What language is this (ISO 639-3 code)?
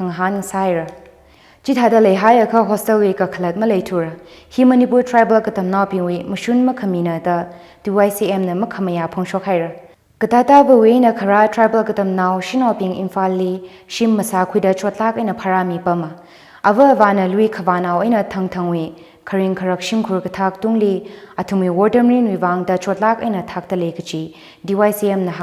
nmf